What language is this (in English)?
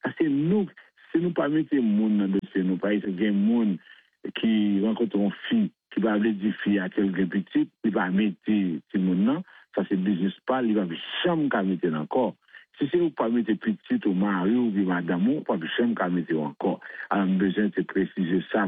French